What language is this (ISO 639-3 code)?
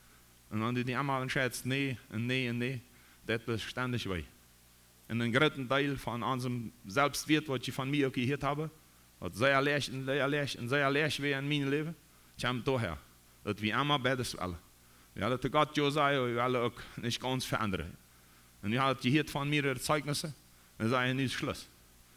pdt